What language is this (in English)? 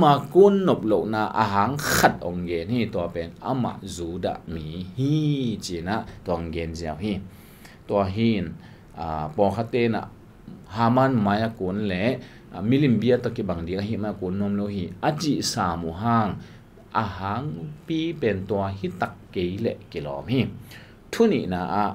Tedim Chin